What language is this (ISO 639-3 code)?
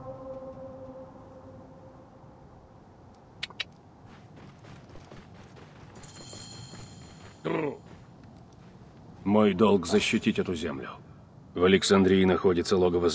rus